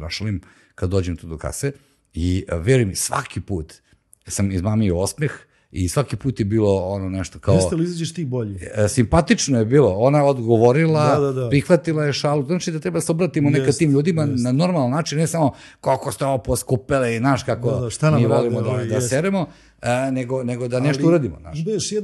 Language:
Serbian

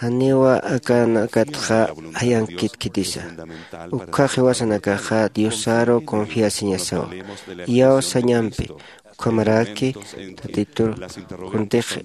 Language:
Aymara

